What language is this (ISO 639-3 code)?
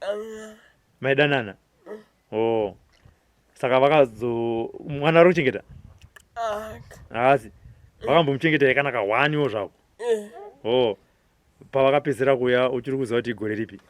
sna